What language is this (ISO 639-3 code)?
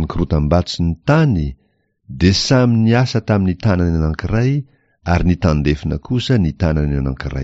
mlg